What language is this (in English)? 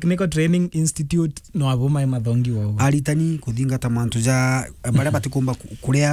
Meru